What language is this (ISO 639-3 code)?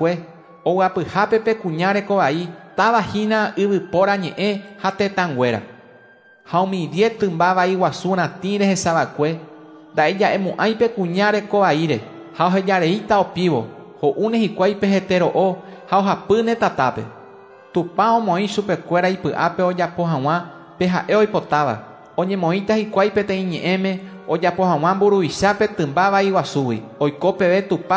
grn